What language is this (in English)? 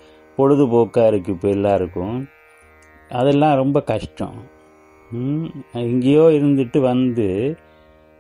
Tamil